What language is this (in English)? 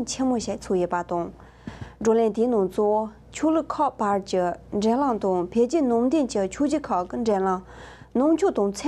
Tibetan